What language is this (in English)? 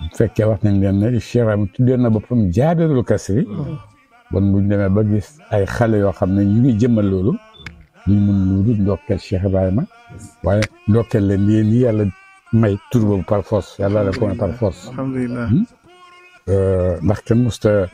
Wolof